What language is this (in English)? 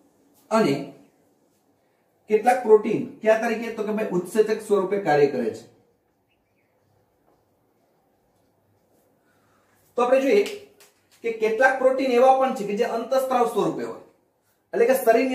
Gujarati